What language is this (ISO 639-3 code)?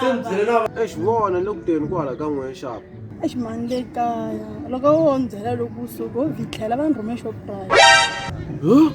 tso